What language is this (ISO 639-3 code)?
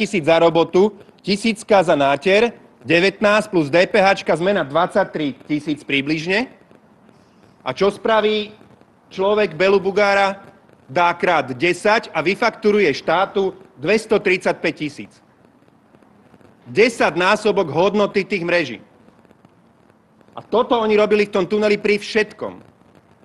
slk